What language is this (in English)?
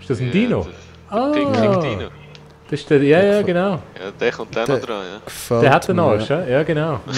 Swiss German